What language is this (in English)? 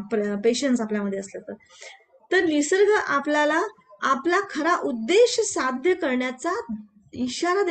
Marathi